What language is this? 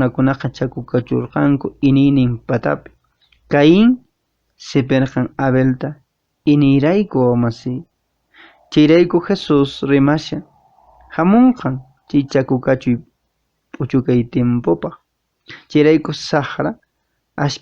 Quechua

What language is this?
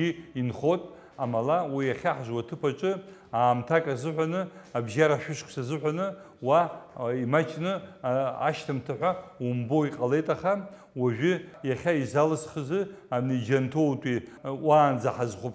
Abkhazian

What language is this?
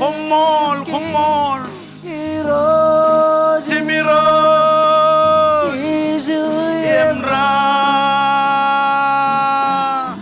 Marshallese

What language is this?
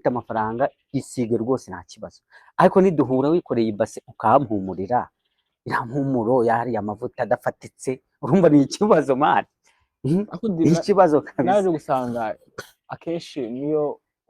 Kinyarwanda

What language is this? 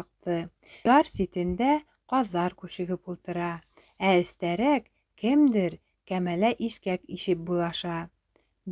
Bashkir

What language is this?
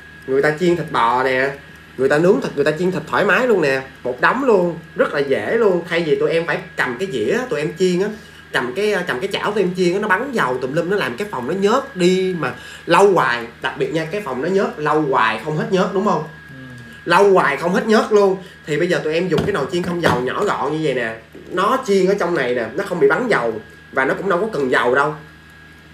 Vietnamese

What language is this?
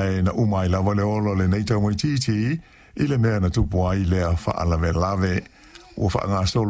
Samoan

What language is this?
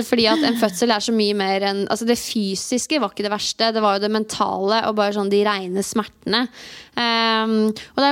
Norwegian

